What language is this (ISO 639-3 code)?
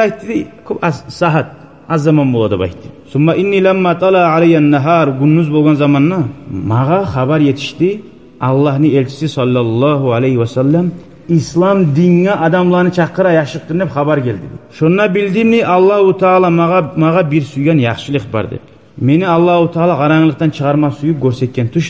kum